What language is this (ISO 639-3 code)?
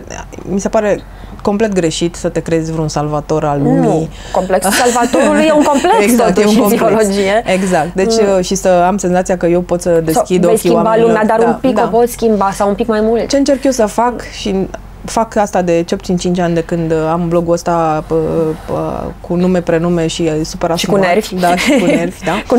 ron